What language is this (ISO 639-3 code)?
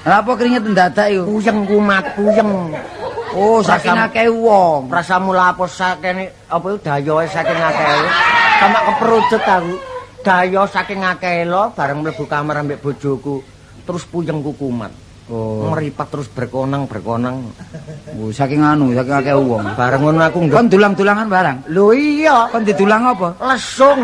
jav